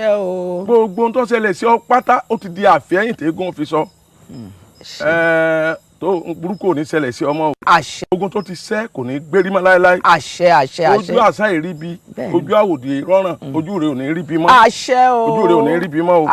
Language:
Yoruba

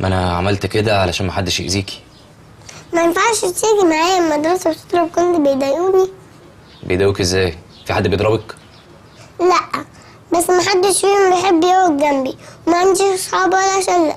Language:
Egyptian Arabic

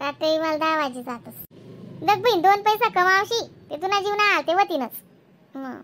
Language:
Khandesi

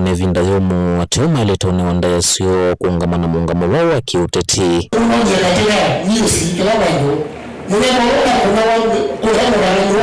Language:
Kamba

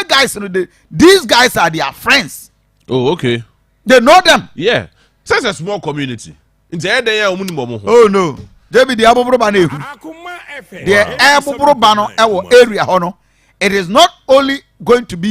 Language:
Akan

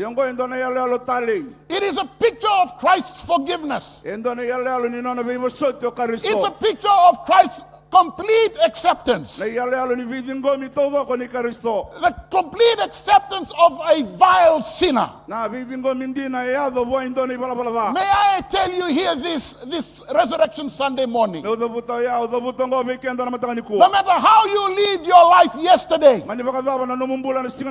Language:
Fijian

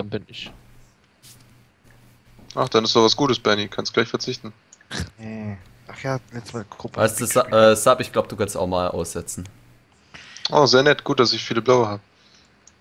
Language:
German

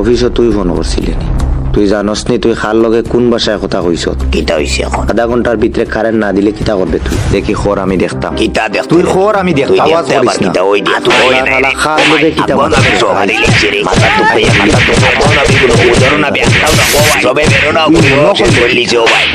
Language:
Sylheti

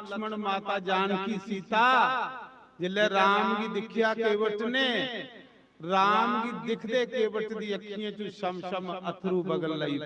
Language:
Dogri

